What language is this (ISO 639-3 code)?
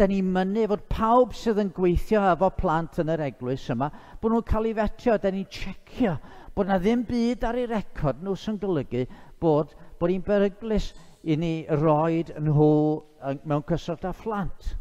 cym